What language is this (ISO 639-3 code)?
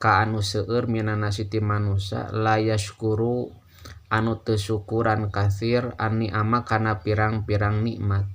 sun